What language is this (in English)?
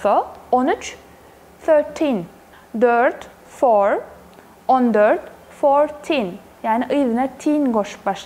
Turkmen